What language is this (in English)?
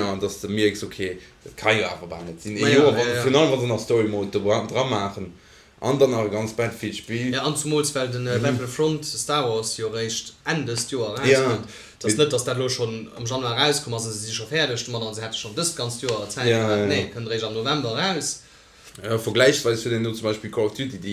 Luxembourgish